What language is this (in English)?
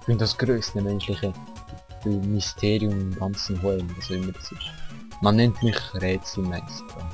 Swiss German